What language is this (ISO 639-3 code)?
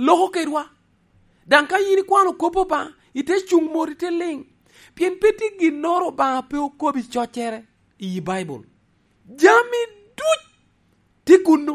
laj